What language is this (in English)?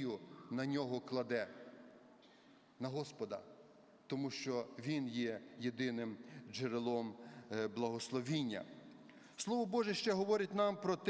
Ukrainian